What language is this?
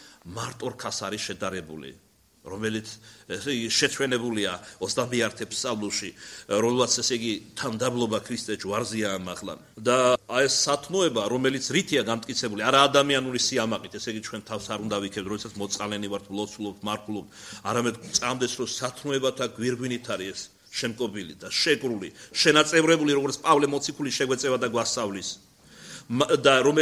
Georgian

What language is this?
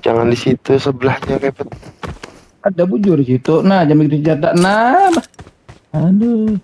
Banjar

